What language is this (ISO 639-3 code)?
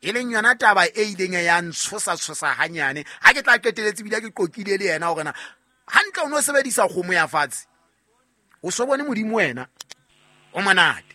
sot